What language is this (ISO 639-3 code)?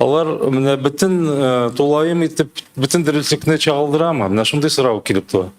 tat